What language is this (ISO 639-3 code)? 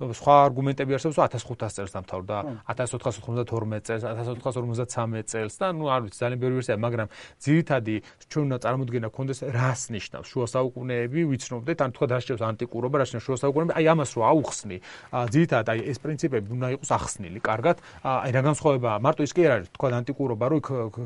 kat